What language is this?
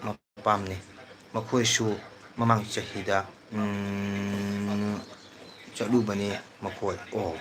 Manipuri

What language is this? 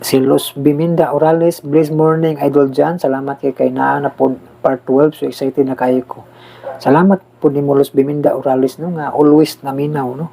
Cebuano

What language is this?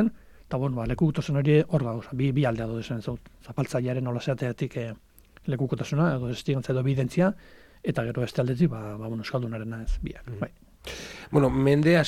Basque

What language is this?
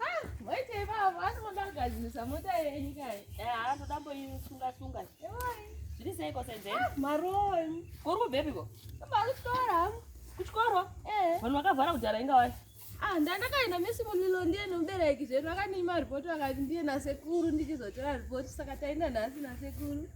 Shona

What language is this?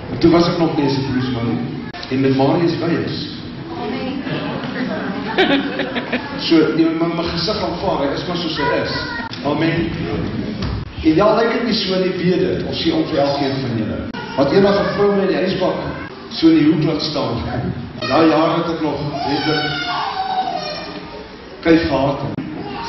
Afrikaans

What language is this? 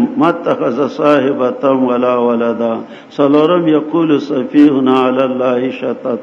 Pashto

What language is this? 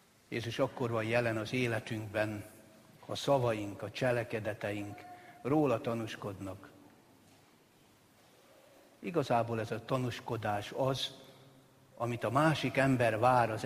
Hungarian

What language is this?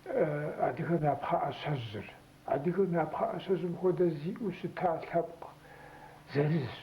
Kabardian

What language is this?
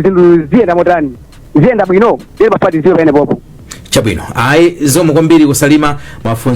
Nyanja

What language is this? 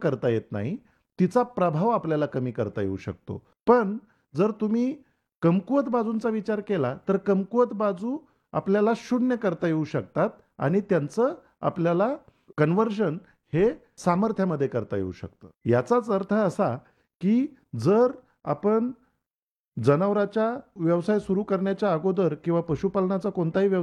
Marathi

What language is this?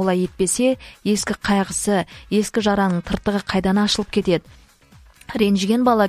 Kazakh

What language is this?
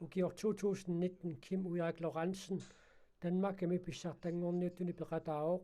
Kalaallisut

